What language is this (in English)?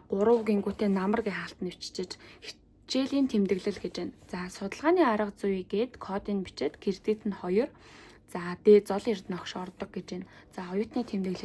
Mongolian